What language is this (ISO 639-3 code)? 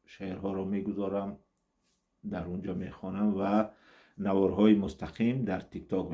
tgk